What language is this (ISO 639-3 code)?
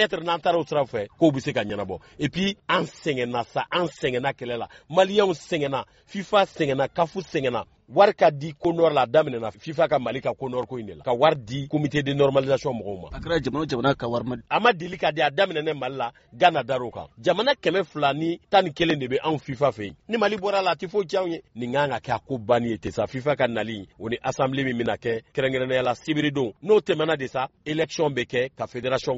bam